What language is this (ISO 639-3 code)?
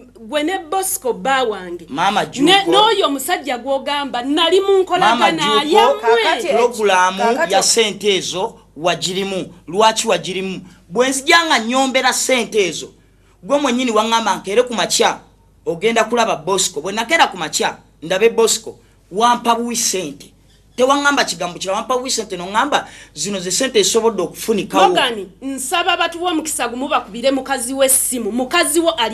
lug